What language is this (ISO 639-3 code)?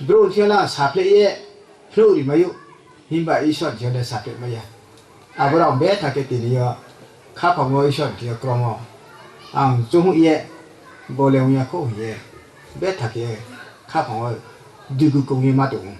ria